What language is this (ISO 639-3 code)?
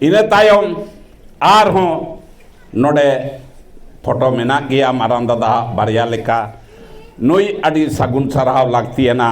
sat